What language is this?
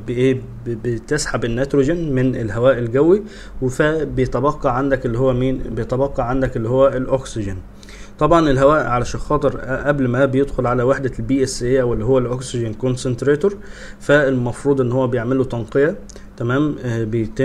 Egyptian Arabic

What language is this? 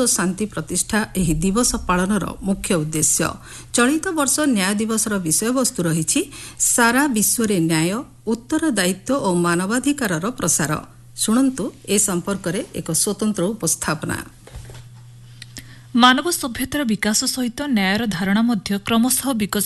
Odia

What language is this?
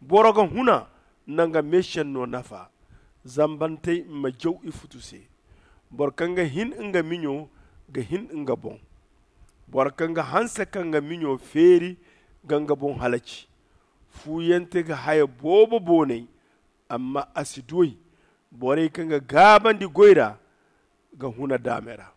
Zarma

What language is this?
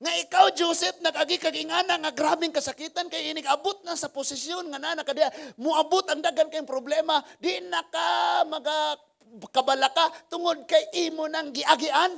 Cebuano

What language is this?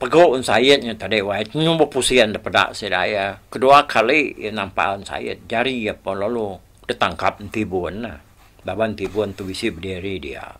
Iban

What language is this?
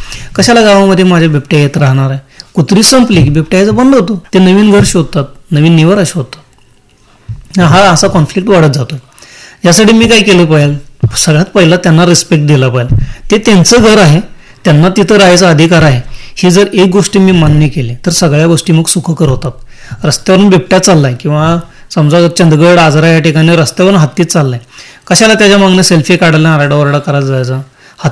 Marathi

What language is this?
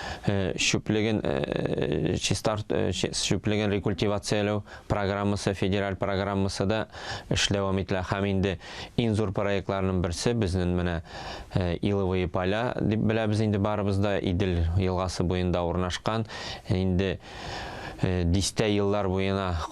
Tatar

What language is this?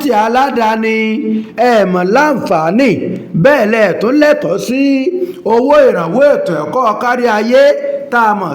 Yoruba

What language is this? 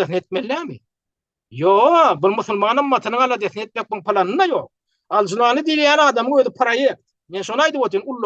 Turkmen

